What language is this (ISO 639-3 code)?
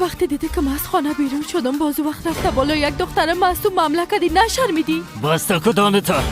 fas